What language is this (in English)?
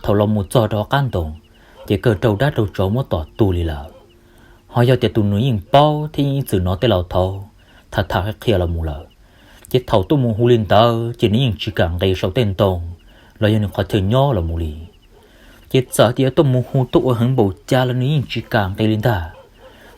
Hmong